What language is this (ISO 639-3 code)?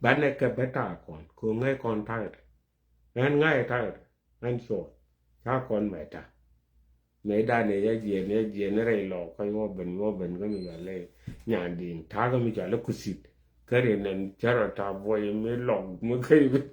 nus